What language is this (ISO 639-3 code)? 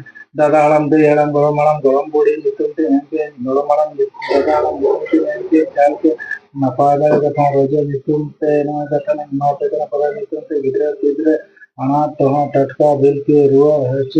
sat